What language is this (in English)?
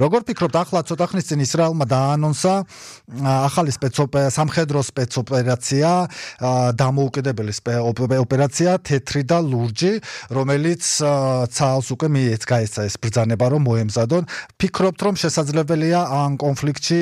Georgian